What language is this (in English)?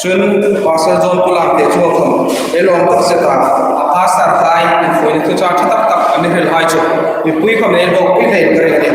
Hmar